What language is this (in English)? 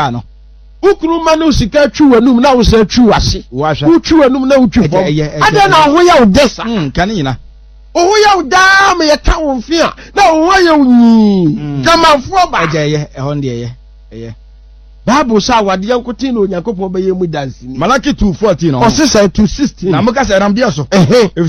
Akan